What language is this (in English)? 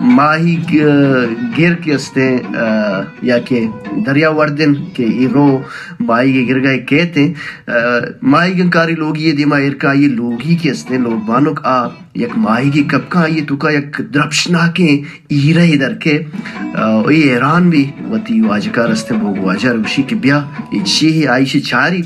Baluchi